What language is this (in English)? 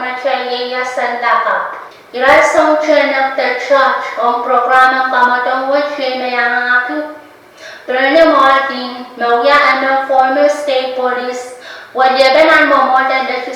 Pohnpeian